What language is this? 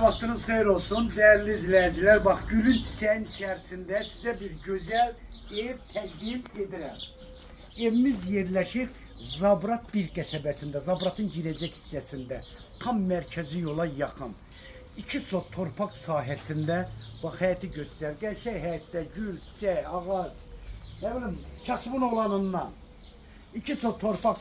Azerbaijani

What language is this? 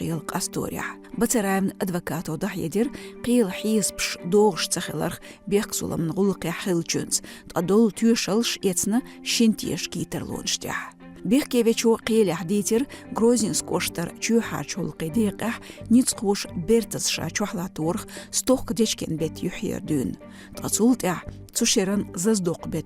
Chechen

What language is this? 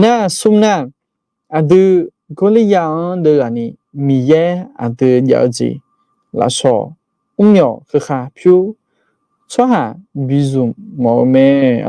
Akha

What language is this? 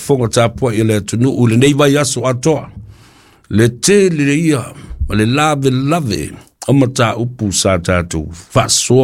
Samoan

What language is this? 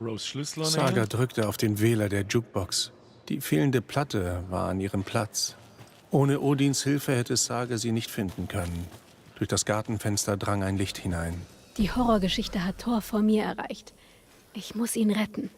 Bavarian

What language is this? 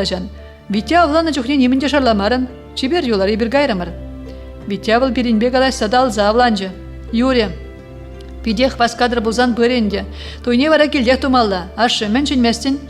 Chuvash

